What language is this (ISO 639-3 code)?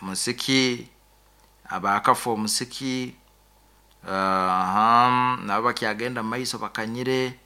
nyo